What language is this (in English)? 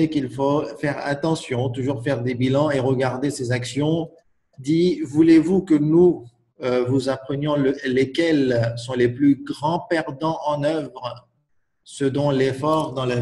French